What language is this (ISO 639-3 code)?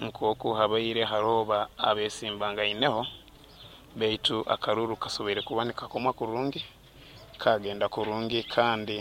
nyo